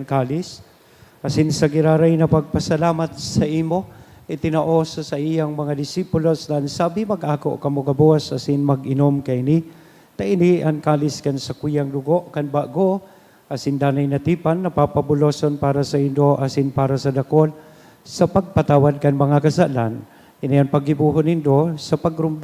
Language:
Bikol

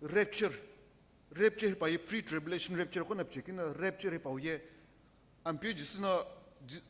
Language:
Sumi Naga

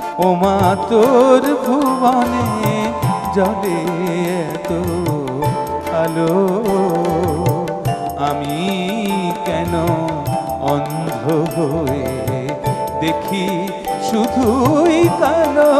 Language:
Bangla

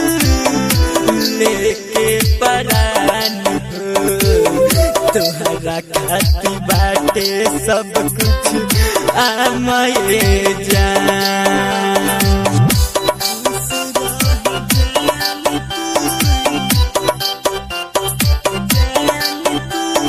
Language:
Bhojpuri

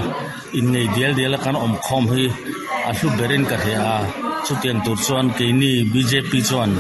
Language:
Mizo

